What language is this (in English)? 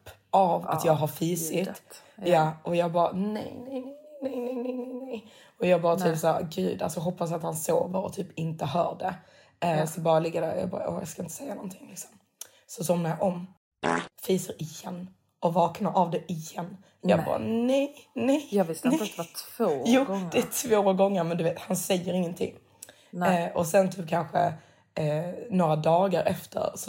Swedish